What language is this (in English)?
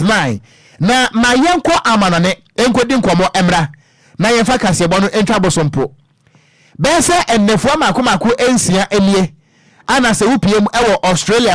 Akan